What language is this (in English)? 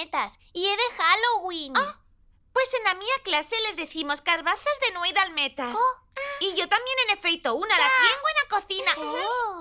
Aragonese